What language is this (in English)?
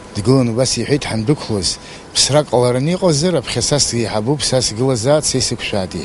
Abkhazian